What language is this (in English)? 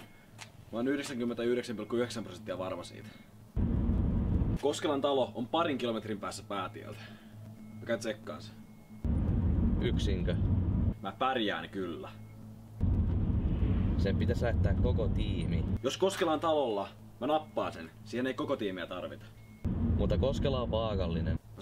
Finnish